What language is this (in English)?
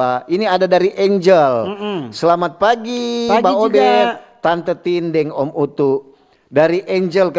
Manado Malay